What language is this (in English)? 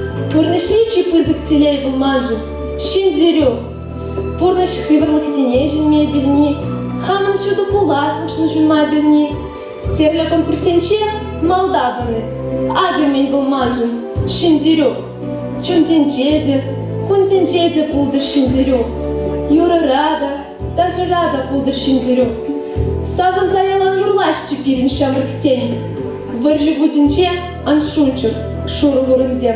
Chuvash